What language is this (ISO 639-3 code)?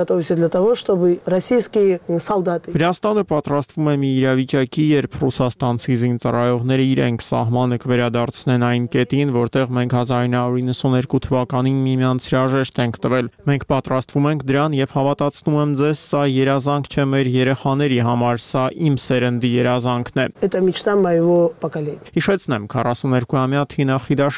hye